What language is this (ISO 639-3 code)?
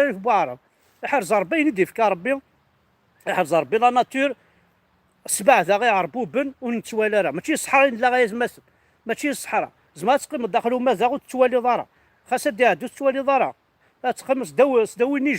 kab